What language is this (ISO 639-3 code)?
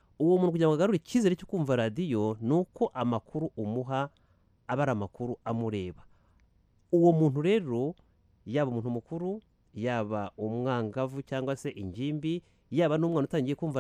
kin